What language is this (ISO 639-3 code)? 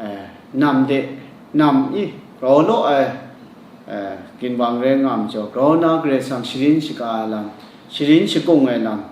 kac